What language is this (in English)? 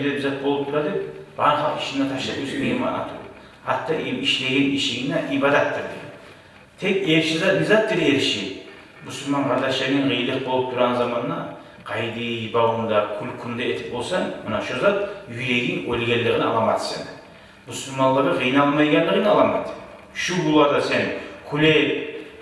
Kumyk